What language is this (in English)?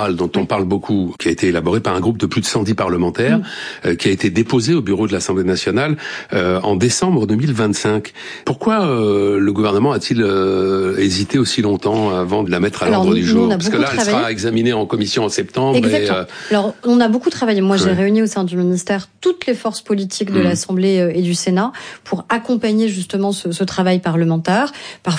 French